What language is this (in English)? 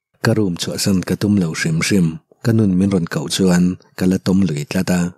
Mizo